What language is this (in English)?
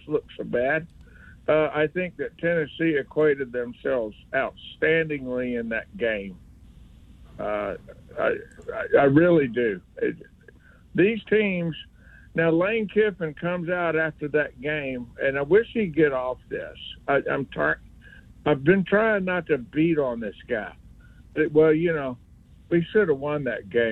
English